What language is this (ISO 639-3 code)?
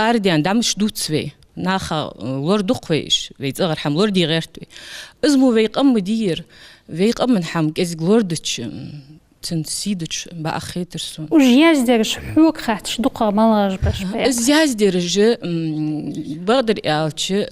inh